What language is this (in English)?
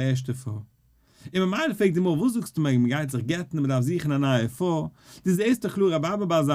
Yiddish